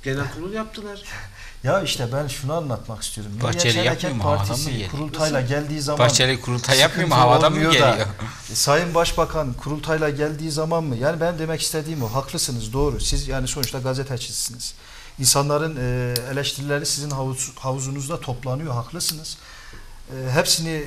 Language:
Turkish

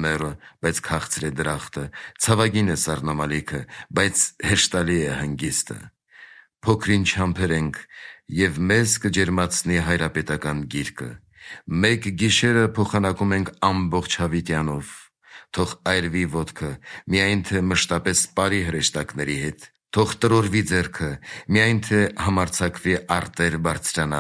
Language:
Armenian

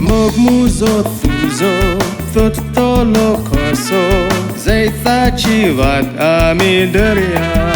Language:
Konkani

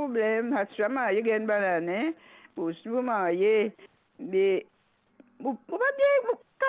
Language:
Morisyen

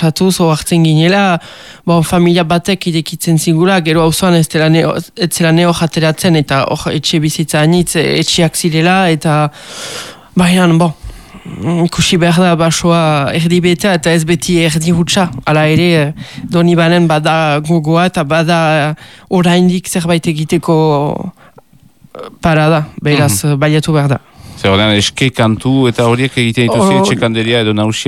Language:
Basque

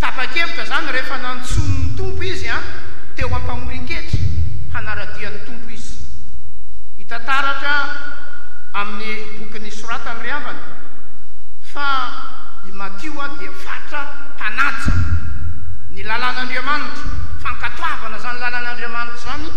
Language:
Malagasy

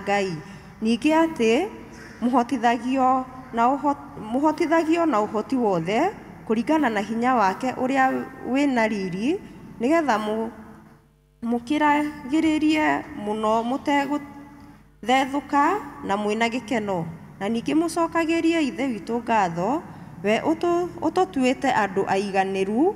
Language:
Kikuyu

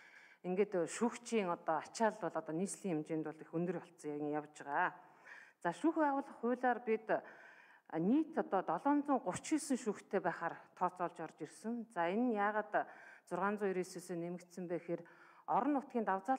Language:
Mongolian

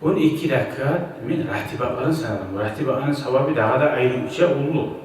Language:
Kumyk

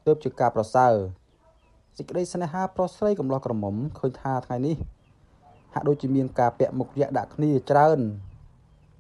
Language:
Khmer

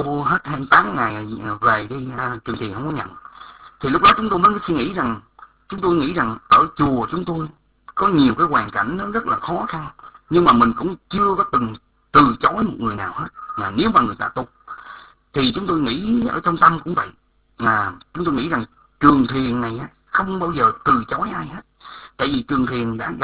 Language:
Vietnamese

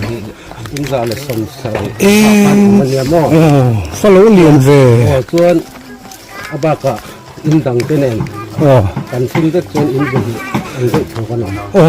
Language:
Mizo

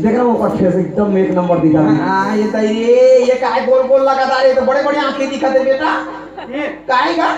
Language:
Chhattisgarhi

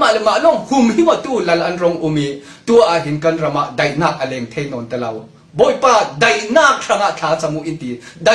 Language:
Falam Chin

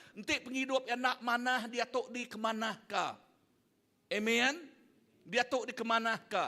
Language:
Iban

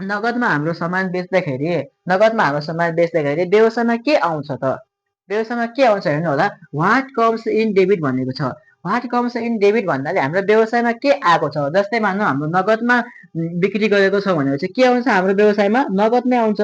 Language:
Nepali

